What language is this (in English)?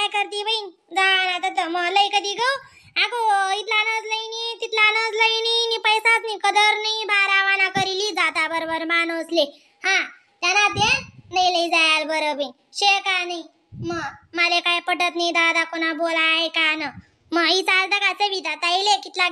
Khandesi